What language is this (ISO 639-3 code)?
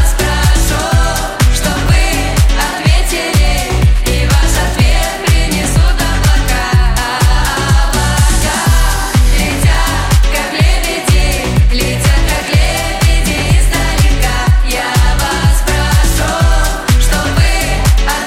rus